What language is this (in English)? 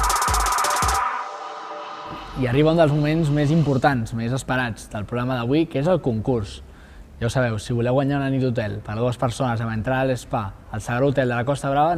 Catalan